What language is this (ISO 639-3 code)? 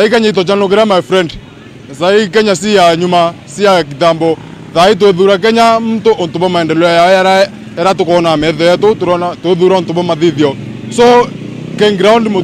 mer